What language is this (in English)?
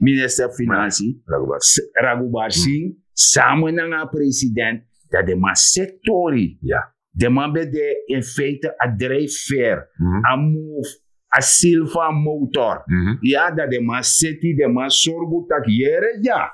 Sranan Tongo